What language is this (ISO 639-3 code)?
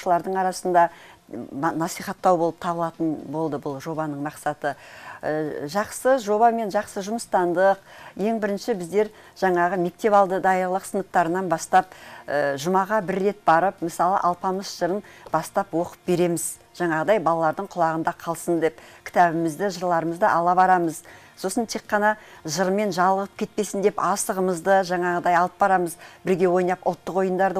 kaz